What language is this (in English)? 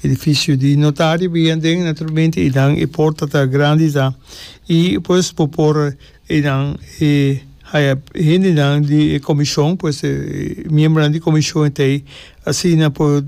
Papiamento